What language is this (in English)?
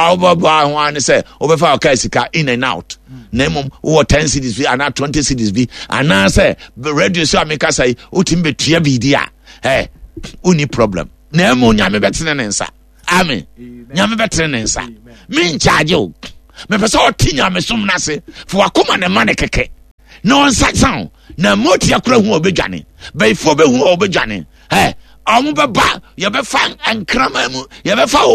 Akan